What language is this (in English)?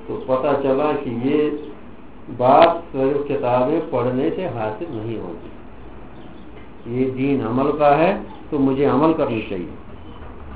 Urdu